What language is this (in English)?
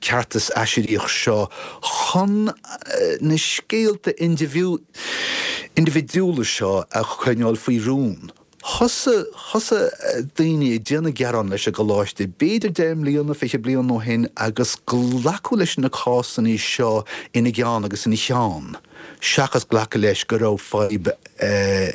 Irish